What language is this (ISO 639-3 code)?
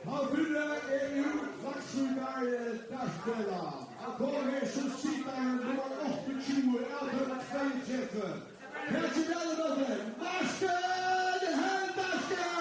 fao